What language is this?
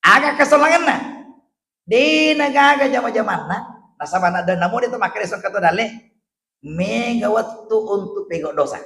Buginese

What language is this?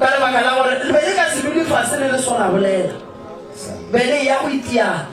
Northern Sotho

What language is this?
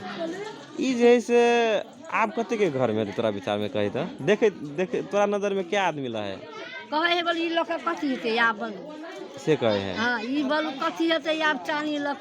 Magahi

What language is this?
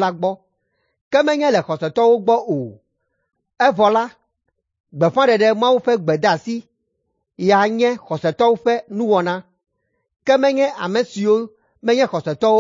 Ewe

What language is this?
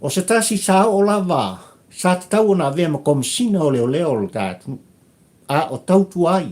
Samoan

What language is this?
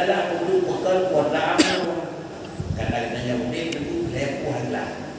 Achinese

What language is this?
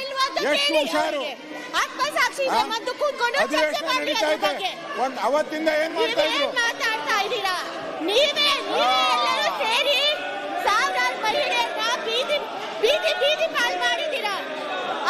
Kannada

